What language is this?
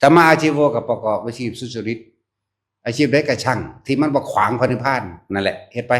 Northeastern Thai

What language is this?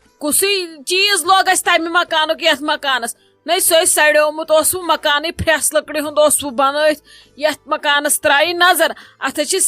Kashmiri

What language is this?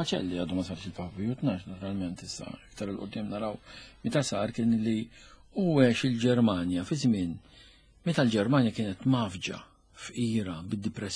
Maltese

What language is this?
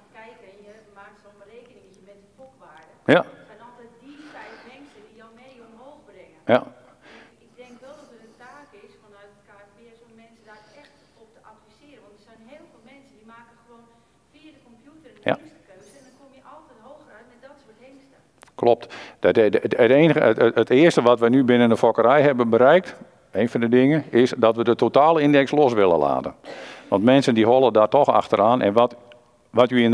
Dutch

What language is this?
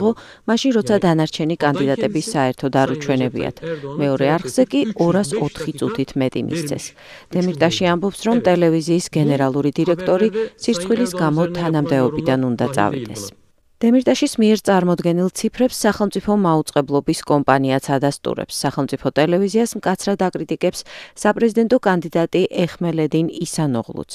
Georgian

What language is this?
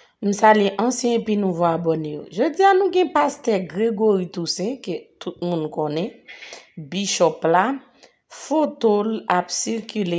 Haitian Creole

